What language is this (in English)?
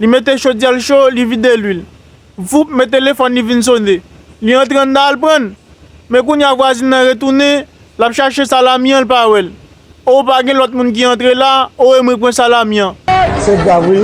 Haitian Creole